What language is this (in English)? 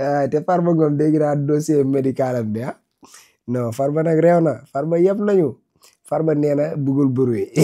Wolof